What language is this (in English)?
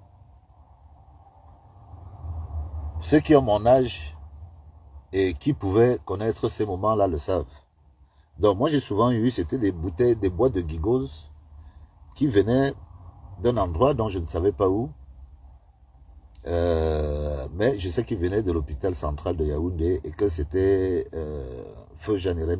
French